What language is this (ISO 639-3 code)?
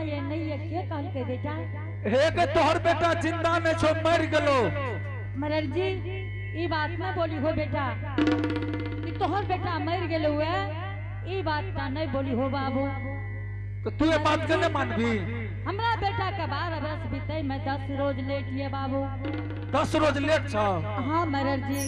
anp